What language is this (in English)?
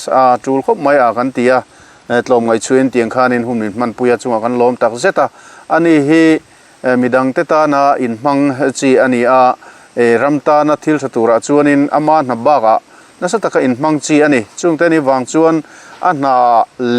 Mizo